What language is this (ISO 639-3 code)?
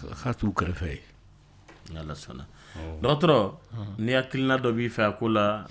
dyu